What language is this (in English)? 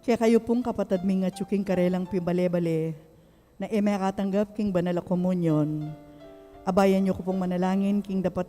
Pampanga